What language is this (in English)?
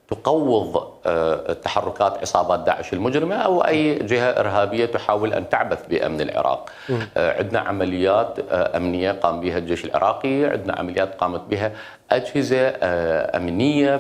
Mesopotamian Arabic